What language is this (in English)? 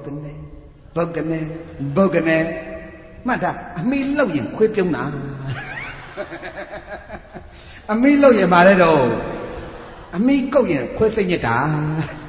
Burmese